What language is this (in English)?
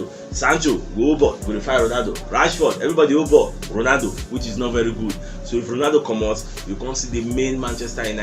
Nigerian Pidgin